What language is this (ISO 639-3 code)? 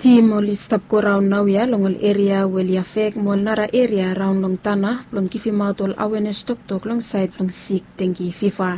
bis